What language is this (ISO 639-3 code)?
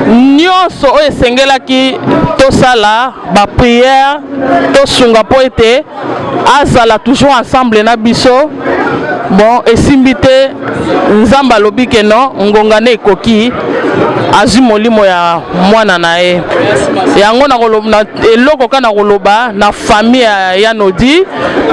lin